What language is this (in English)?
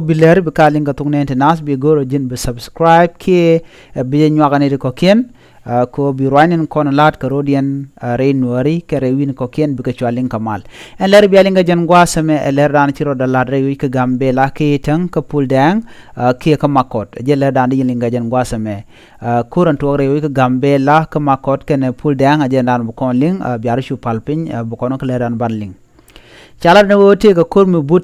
Nuer